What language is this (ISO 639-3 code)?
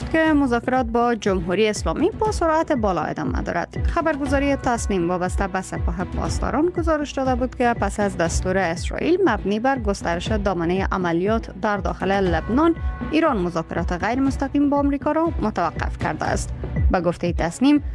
fas